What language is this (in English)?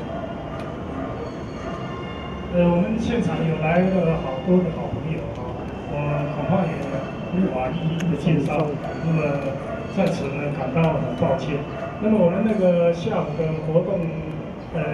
Chinese